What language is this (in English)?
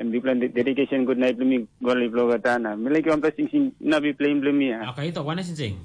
Tok Pisin